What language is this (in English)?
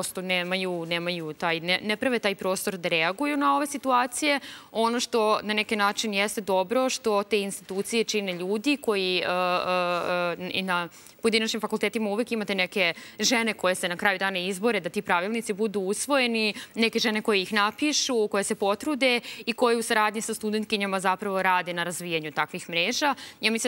Serbian